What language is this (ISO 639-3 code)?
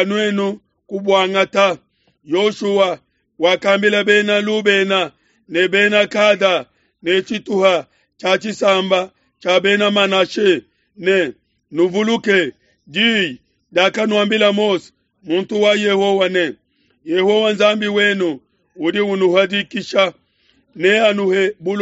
lua